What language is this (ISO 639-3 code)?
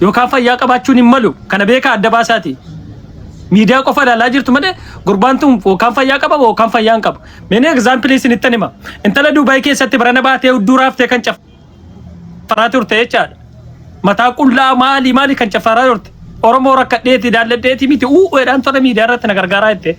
orm